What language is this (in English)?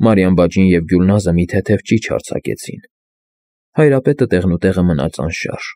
Armenian